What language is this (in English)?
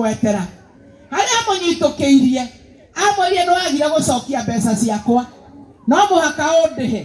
Kikuyu